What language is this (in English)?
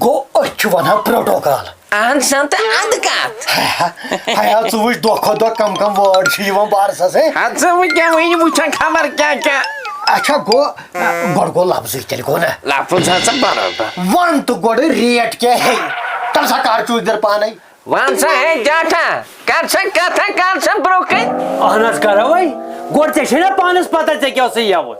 Kashmiri